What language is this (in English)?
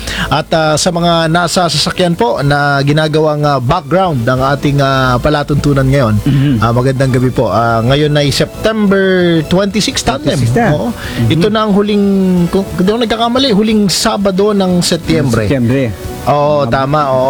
Filipino